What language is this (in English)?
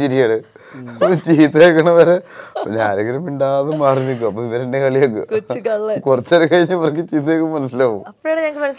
Malayalam